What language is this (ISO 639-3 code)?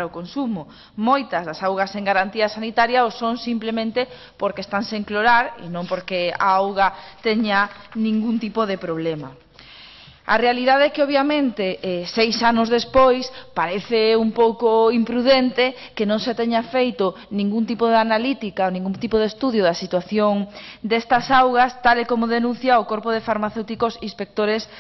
glg